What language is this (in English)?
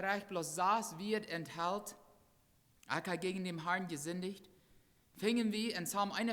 Plautdietsch